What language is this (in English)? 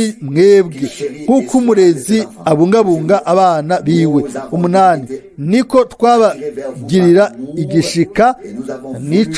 Rundi